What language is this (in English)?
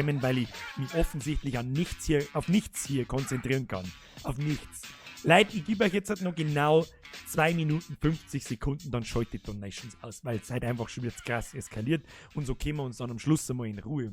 Bavarian